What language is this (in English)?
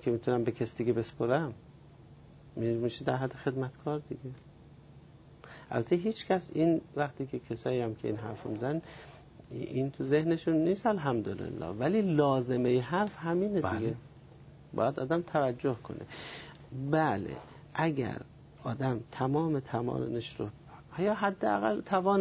Persian